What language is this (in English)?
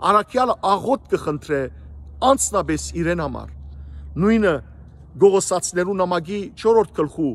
Western Armenian